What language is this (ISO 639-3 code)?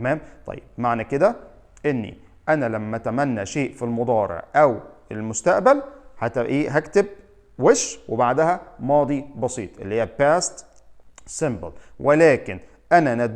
arz